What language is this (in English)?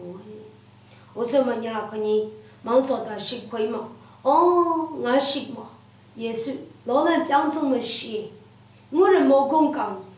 Lashi